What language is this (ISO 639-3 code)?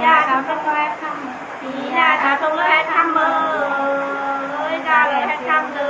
nut